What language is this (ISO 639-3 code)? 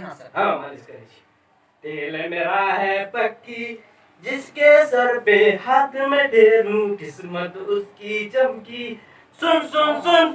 mai